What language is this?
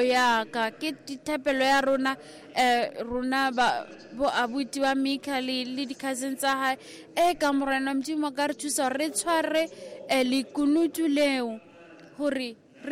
Southern Sotho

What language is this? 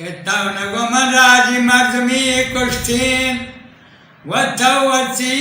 Eastern Balochi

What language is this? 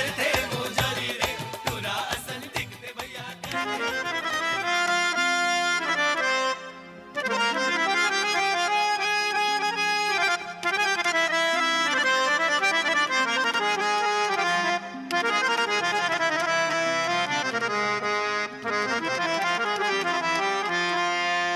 Chhattisgarhi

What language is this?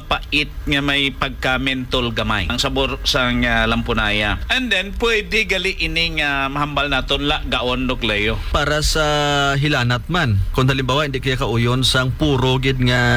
Hiligaynon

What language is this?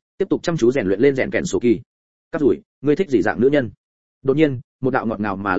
Vietnamese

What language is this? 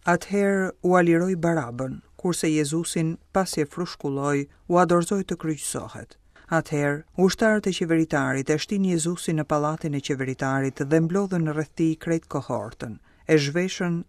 Albanian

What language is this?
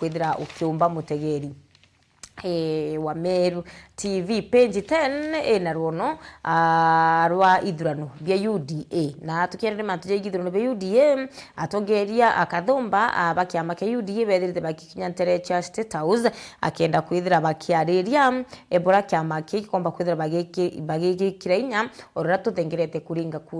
Meru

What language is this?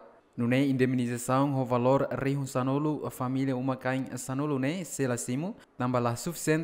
Tetum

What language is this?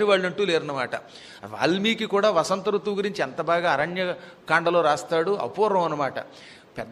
Telugu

